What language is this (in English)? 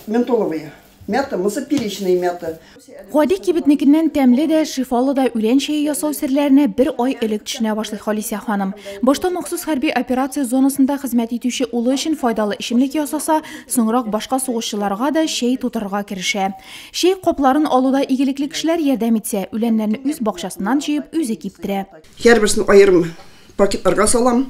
Tatar